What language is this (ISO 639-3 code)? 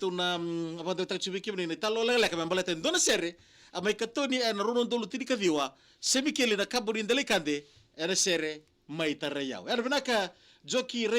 fij